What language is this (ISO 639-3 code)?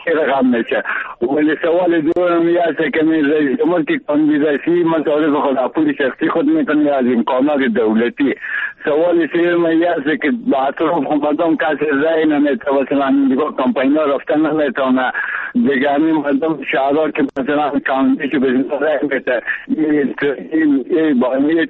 fas